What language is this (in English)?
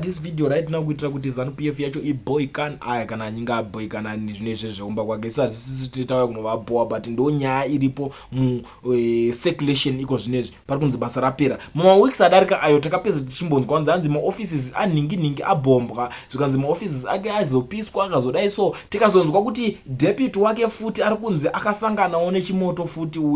Shona